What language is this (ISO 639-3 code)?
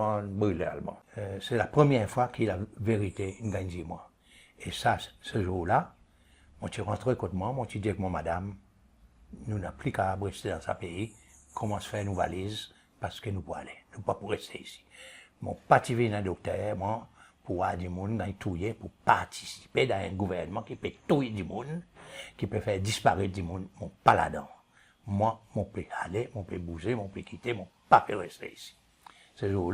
crs